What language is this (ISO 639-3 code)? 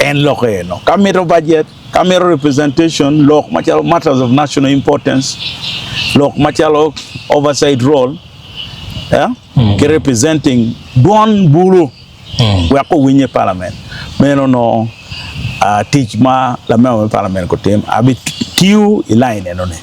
ach